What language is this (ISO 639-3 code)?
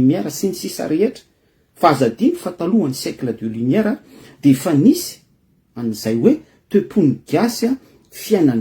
mlg